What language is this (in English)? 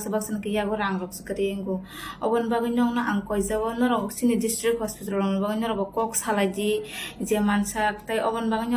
Kok Borok